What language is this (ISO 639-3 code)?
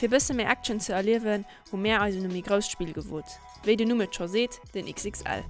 ltz